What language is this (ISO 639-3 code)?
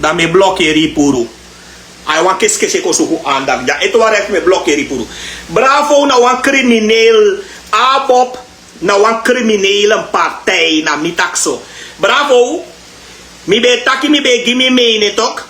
srn